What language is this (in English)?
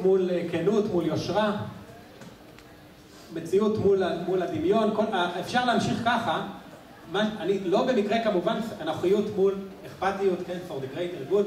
Hebrew